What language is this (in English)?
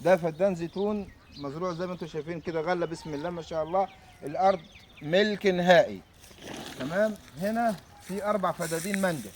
Egyptian Arabic